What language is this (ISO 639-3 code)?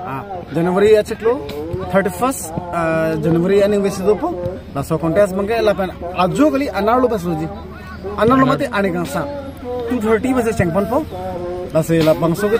mjw